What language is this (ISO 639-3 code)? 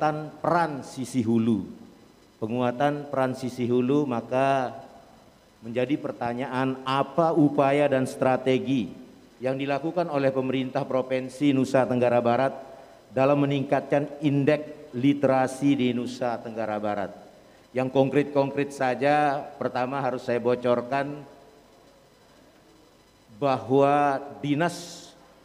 ind